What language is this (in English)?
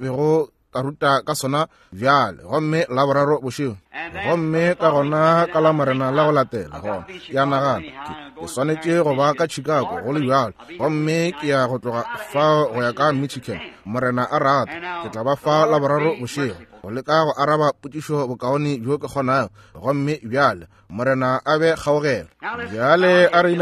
Northern Sotho